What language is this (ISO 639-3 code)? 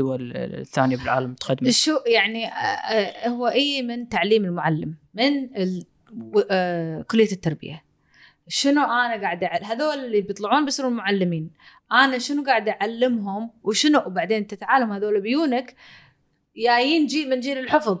afb